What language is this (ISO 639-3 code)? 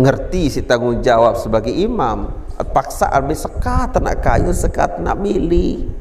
sas